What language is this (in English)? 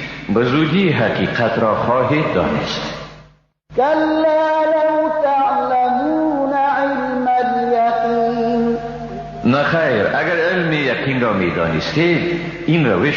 Persian